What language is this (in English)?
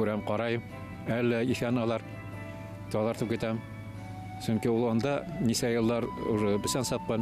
Bashkir